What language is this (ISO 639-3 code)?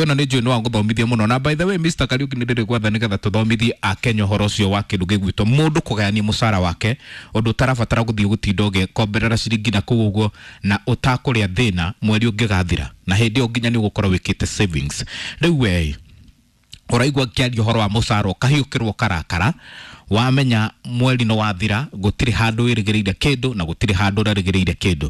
kik